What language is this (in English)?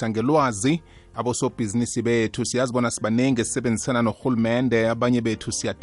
South Ndebele